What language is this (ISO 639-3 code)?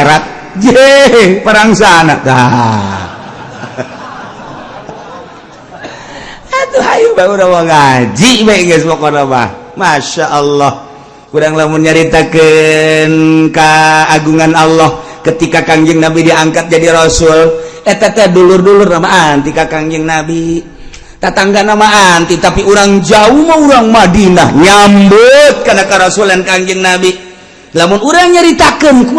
sun